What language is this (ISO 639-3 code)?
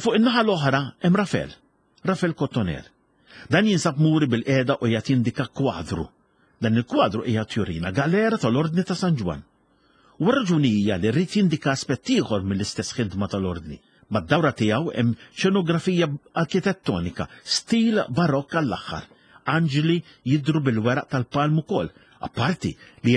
mlt